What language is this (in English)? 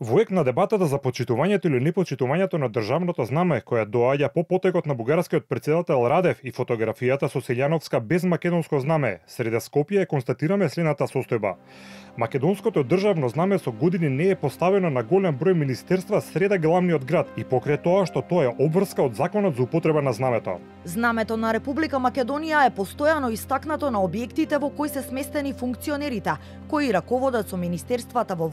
Macedonian